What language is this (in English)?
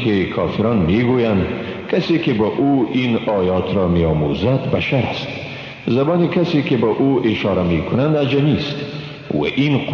Persian